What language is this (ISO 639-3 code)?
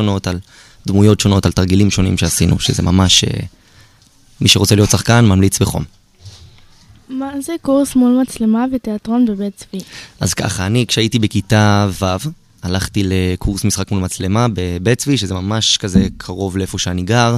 heb